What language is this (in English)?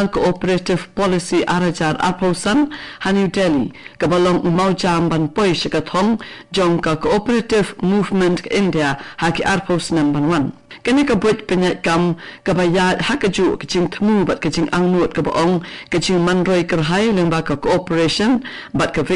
Khasi